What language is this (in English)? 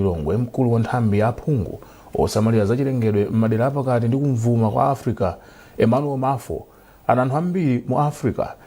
Nyanja